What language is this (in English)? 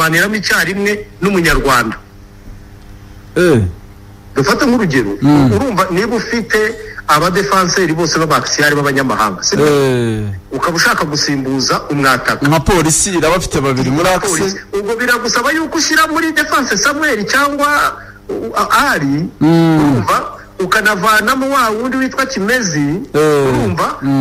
Kinyarwanda